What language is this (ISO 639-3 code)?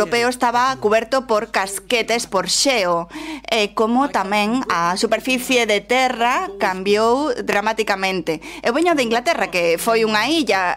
glg